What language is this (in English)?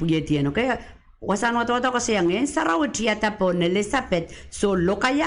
Pohnpeian